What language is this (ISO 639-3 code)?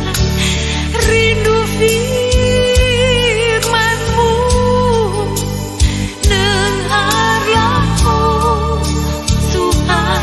ind